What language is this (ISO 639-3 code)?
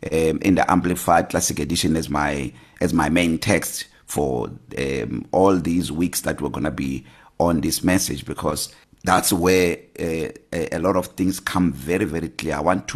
eng